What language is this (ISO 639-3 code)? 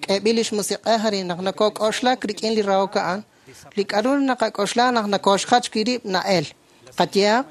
kek